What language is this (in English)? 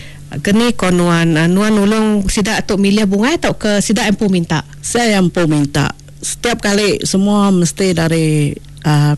Iban